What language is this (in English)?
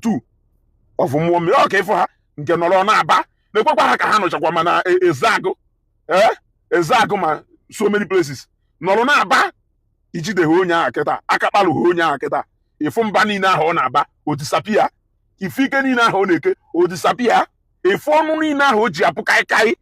Igbo